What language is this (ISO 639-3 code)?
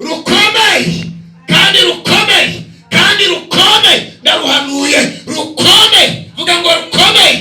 kin